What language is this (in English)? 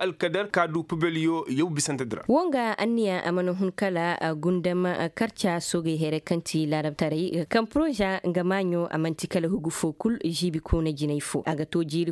Koyraboro Senni